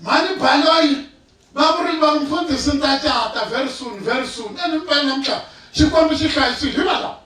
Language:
Tsonga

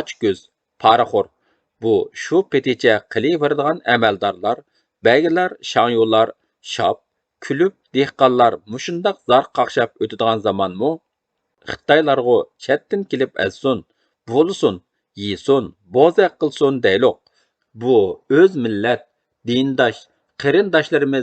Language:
Uyghur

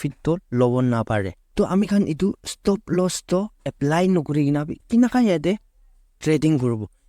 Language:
Naga Pidgin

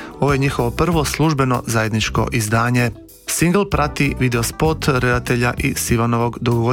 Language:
Croatian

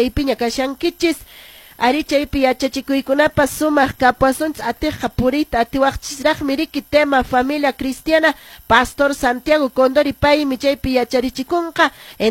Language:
Quechua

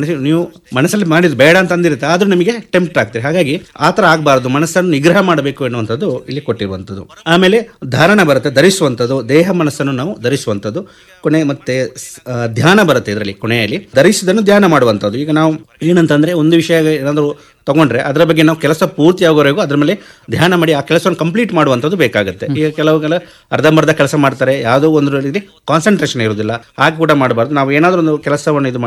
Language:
Kannada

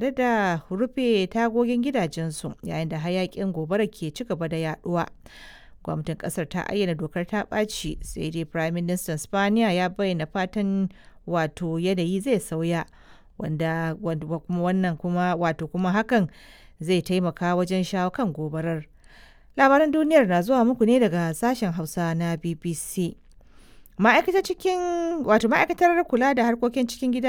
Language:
Hausa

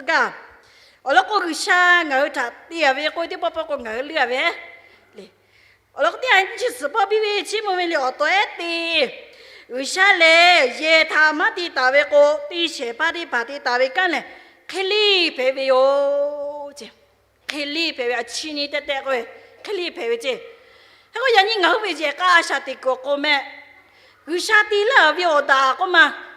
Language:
Lahu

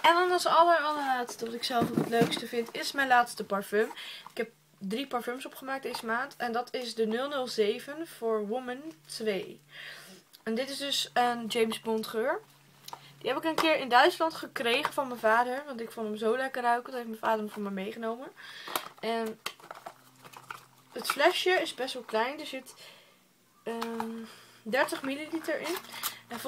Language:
Dutch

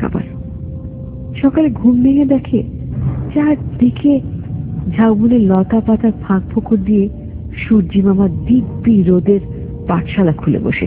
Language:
Bangla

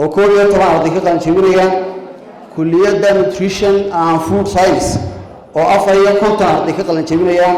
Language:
Somali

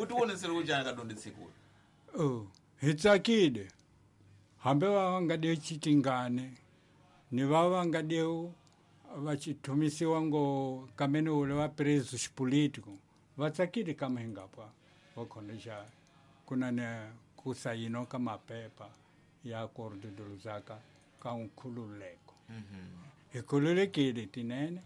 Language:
Tsonga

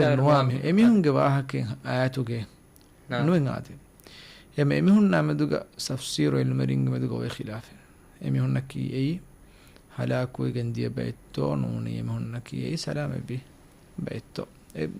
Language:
Divehi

